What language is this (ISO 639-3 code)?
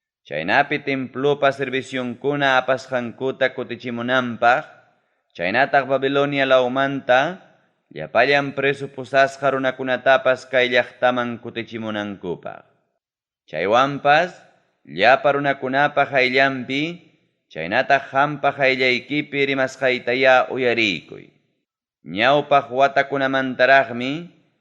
quy